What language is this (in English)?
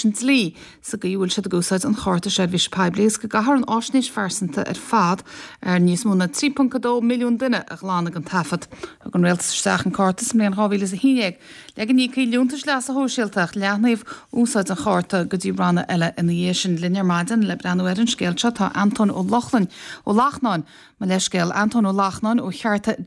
Irish